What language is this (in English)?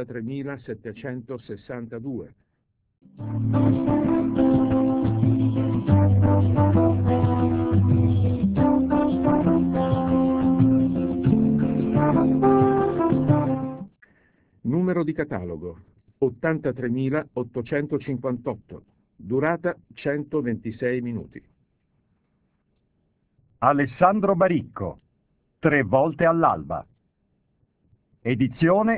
Italian